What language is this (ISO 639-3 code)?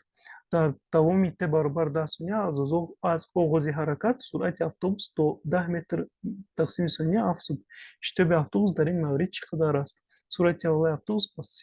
tgk